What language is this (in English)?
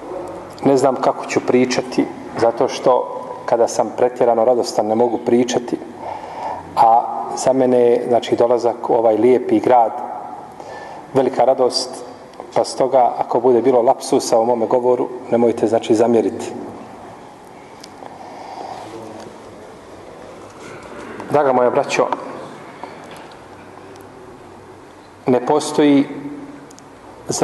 Bosnian